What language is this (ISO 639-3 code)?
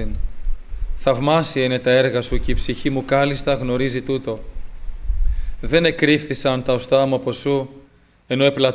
ell